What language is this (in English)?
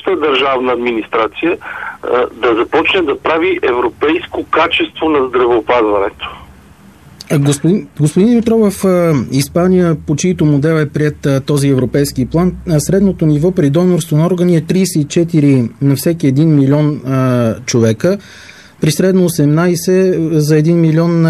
Bulgarian